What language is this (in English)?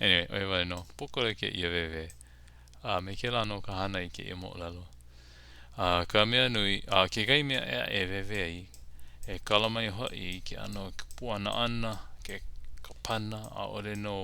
Hawaiian